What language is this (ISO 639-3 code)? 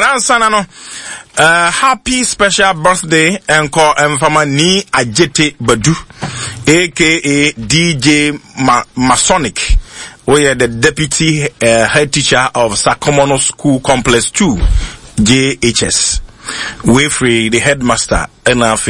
aka